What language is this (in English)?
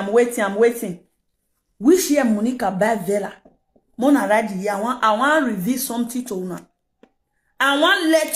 Nigerian Pidgin